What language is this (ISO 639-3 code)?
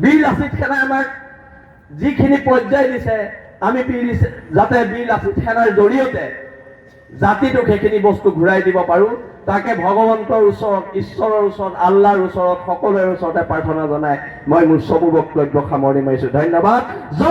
asm